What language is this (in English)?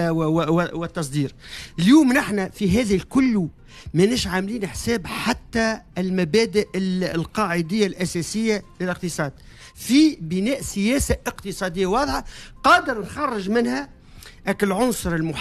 Tunisian Arabic